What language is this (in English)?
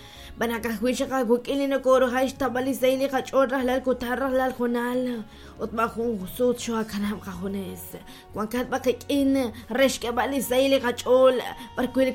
Kekchí